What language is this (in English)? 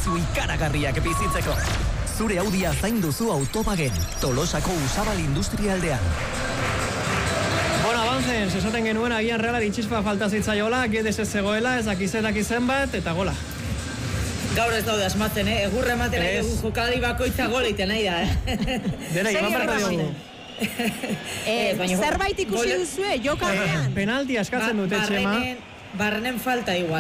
Basque